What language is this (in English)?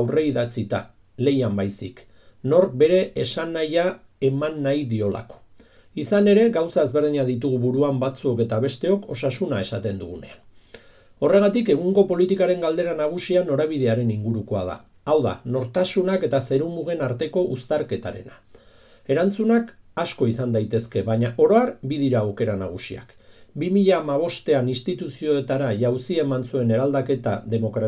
Basque